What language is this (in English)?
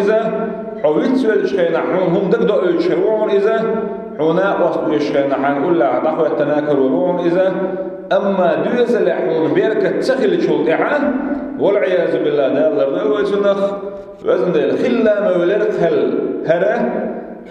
Chechen